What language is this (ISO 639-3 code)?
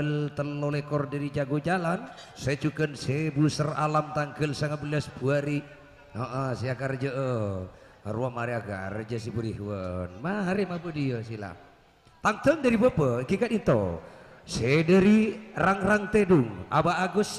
mad